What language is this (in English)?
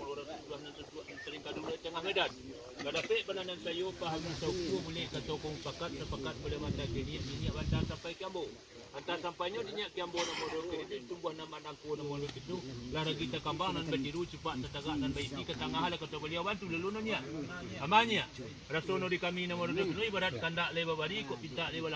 Minangkabau